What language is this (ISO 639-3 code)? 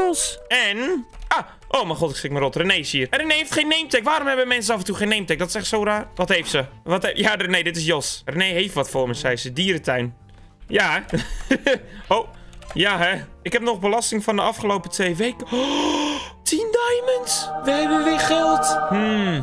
nld